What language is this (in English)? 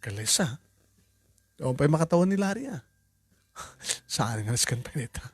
Iloko